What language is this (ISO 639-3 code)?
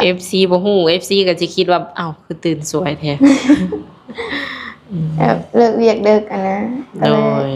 lao